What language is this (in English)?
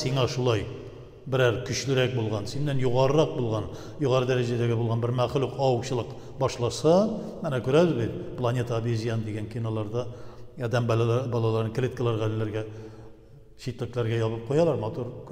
Tatar